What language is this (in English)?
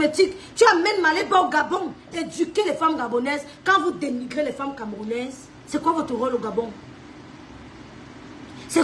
French